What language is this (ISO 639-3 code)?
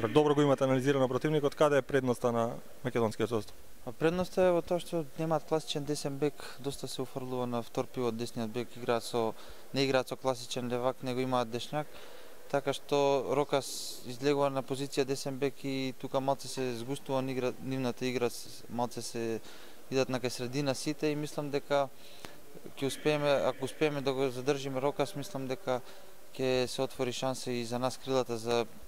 mkd